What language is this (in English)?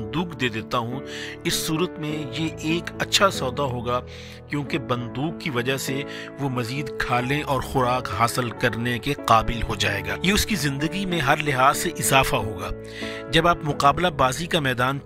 Urdu